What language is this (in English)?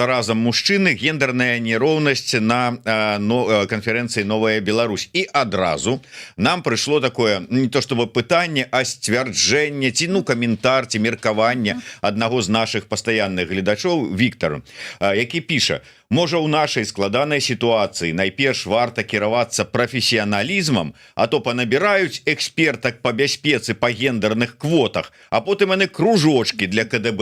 Belarusian